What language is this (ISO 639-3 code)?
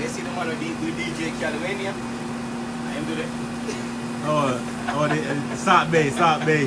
jam